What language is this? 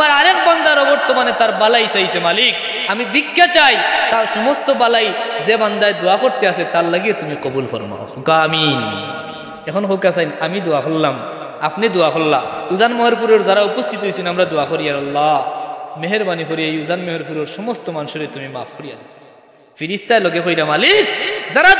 Sylheti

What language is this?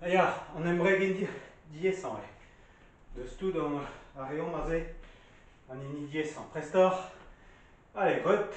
Breton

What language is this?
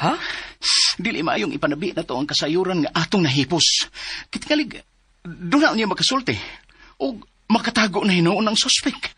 Cebuano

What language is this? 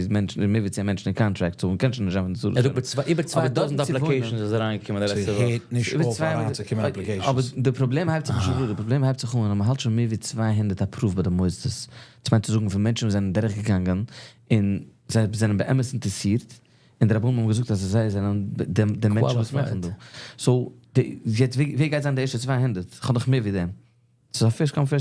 Yiddish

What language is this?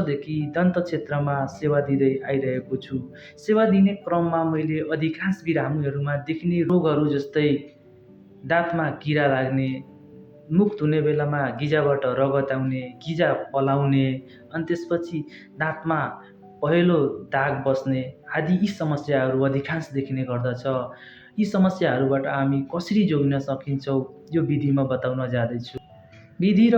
Nepali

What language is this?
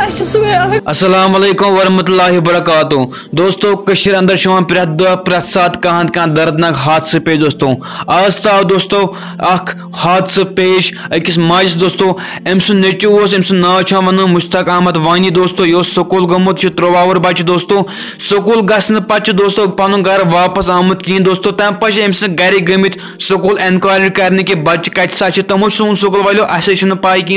Kashmiri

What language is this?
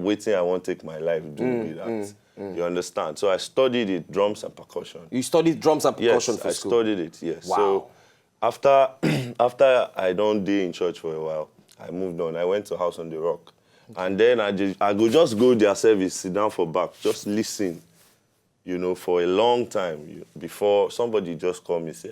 Nigerian Pidgin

